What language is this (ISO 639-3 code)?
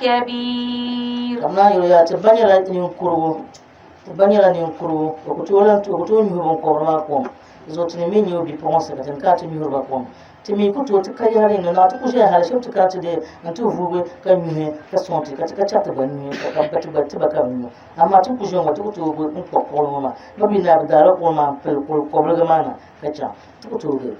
dag